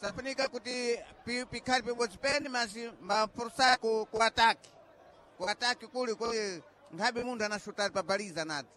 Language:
Sena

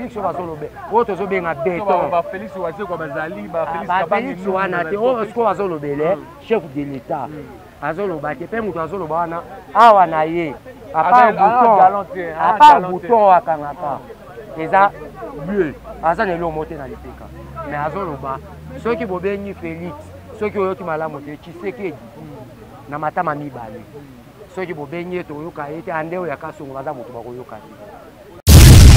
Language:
Lingala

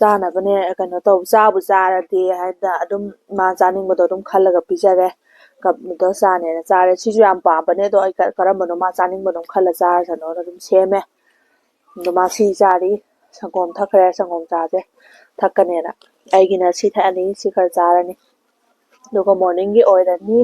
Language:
Manipuri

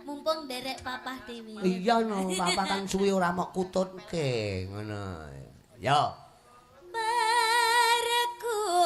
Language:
Javanese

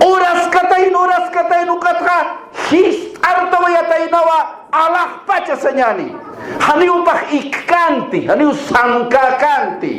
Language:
Aymara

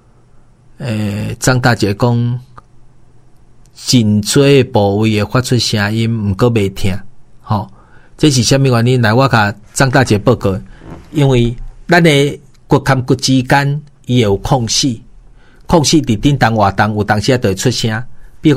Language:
Min Nan Chinese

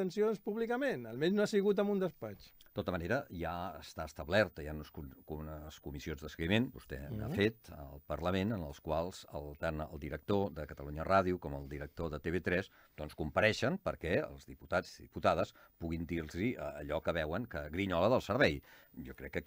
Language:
Catalan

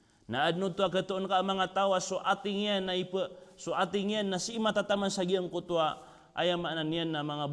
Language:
Maranao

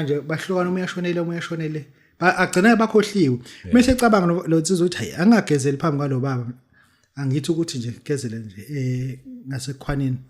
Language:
Zulu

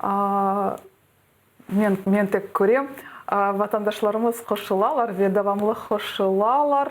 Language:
Crimean Tatar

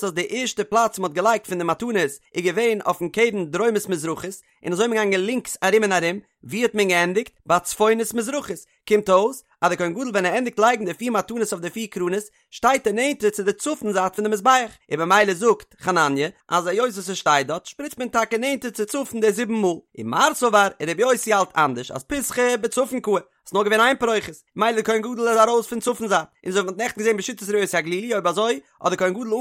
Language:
Yiddish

